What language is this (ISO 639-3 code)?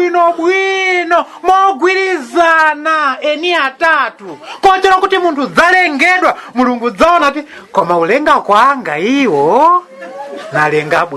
nya